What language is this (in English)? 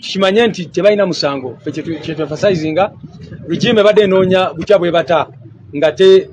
Ganda